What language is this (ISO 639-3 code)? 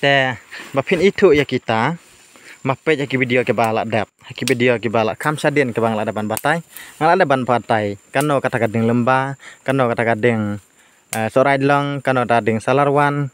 kha